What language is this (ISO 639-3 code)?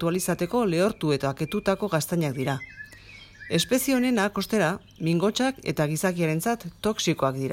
eus